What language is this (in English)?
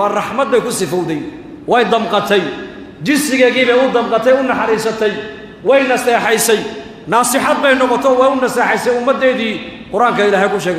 Somali